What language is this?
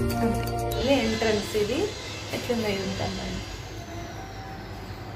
Telugu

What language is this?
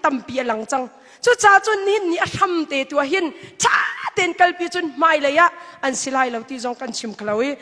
Hakha Chin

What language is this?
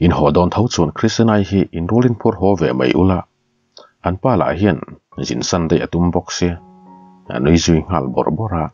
Mizo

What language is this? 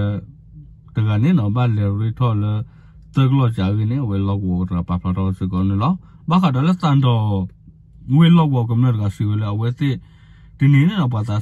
S'gaw Karen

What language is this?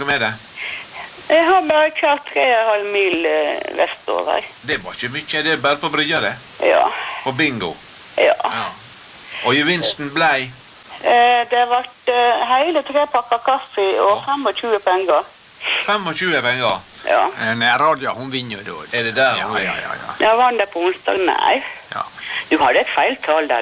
Norwegian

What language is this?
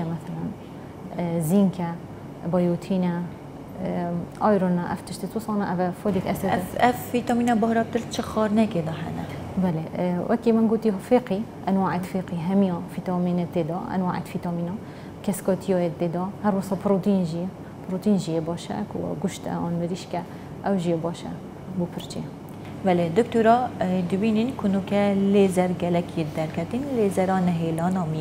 Kurdish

